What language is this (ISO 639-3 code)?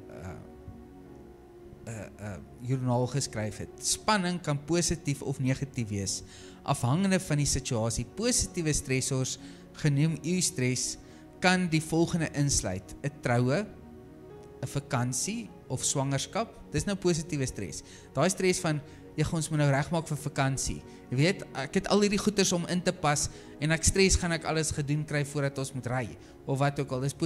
afr